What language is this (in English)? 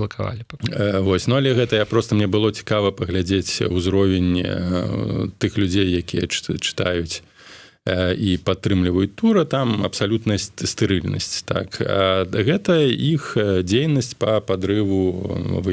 Belarusian